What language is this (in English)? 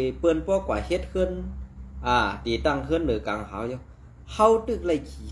Shan